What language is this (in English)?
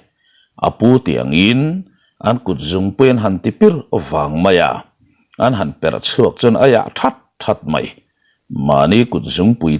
Mizo